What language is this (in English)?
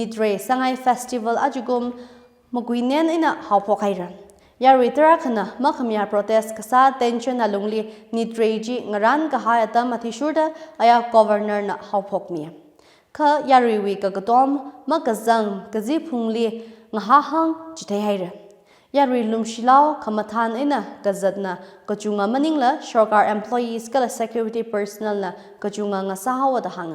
Tangkhul Naga (India)